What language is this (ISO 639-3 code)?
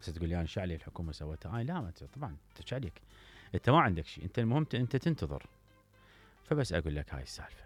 acm